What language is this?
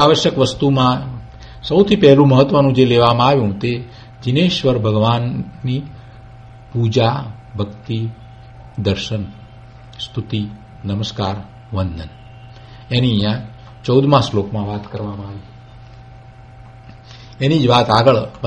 Gujarati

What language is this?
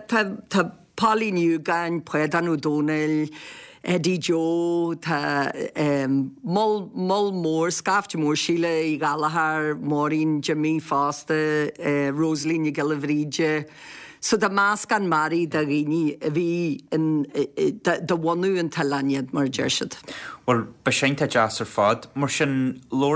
Irish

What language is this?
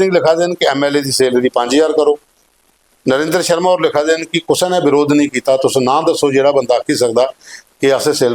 Dogri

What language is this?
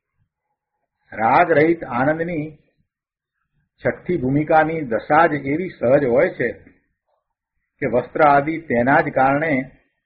Gujarati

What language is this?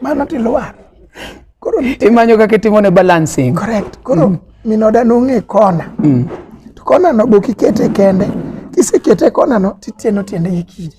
Luo (Kenya and Tanzania)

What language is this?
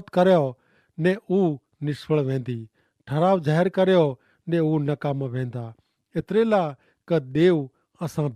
Kachhi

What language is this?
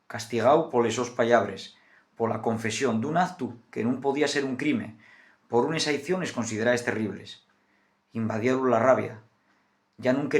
Asturian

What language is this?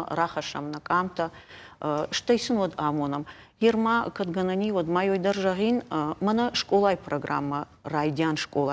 Ossetic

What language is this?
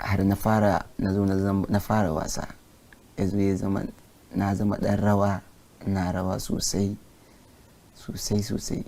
Hausa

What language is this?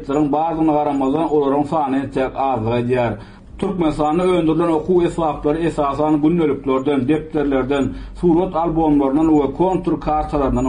Turkmen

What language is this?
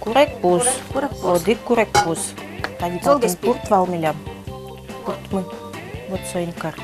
Udmurt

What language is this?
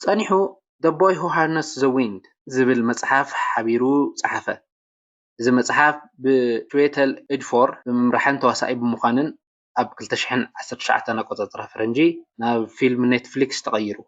Tigrinya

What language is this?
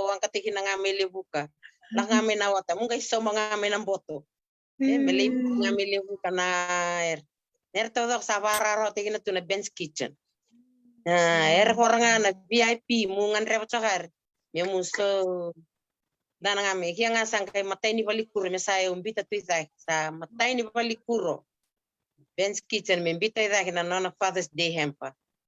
Fijian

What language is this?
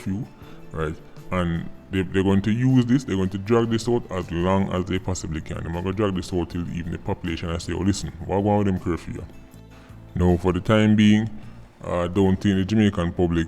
Jamaican Creole English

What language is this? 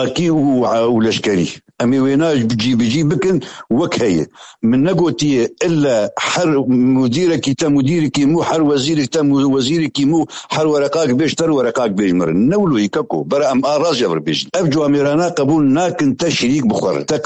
Kurdish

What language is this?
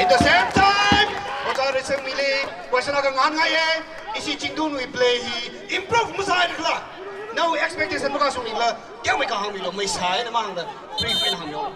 Tangkhul Naga (India)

